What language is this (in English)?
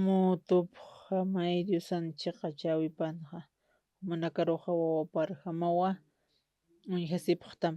Aymara